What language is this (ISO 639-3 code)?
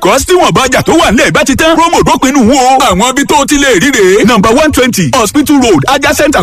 pcm